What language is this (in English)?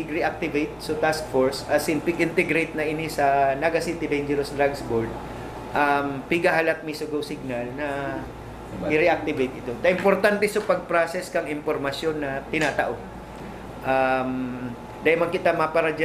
Bikol